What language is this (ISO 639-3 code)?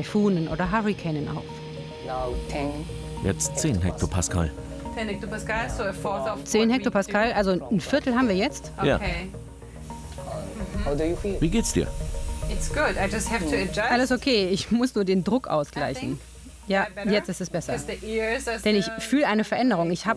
deu